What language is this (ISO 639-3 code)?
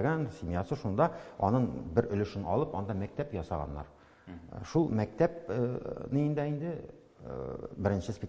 tat